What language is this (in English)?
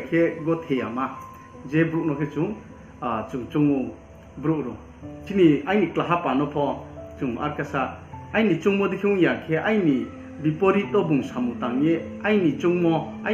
Riang (India)